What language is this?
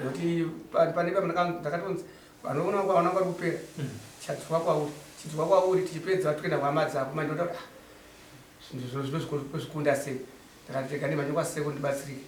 Shona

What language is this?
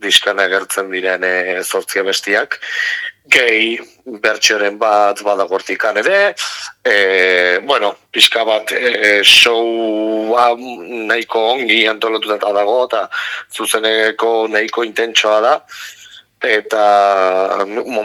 Basque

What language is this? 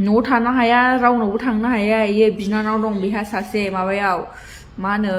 Bodo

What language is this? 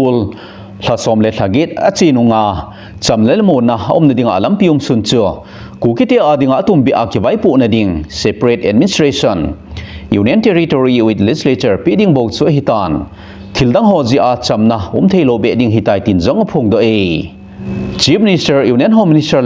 Thado Chin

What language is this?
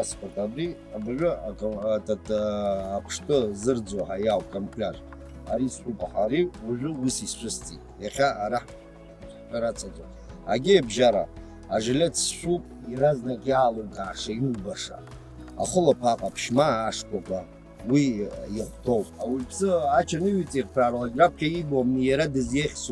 Abkhazian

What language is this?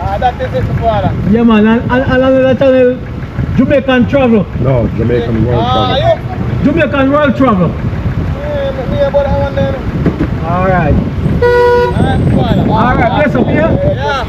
Jamaican Creole English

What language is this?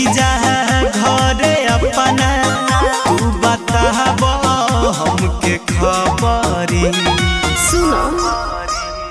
Bhojpuri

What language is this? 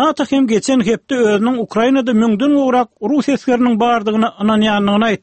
Turkmen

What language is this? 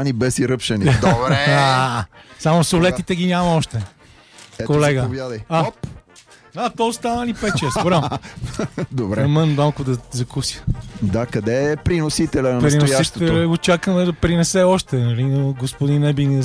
Bulgarian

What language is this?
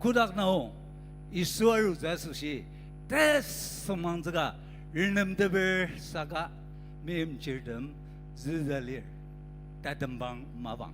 Ao Naga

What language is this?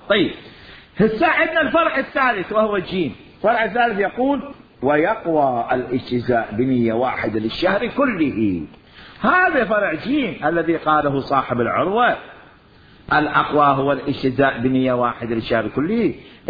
Mesopotamian Arabic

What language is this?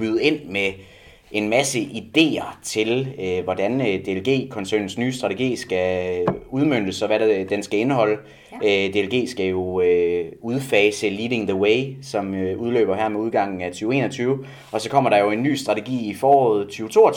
Danish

